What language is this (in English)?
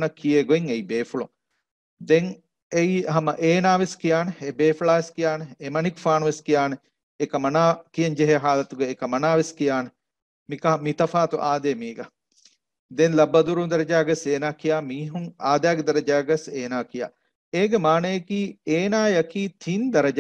Divehi